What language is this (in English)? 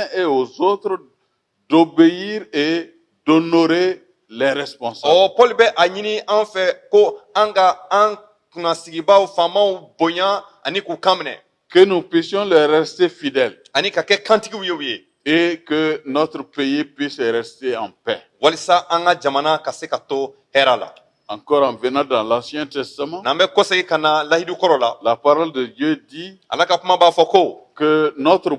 Bambara